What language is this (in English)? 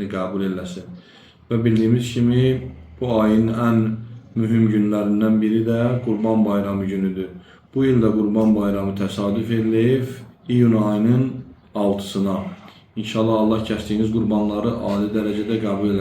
Azerbaijani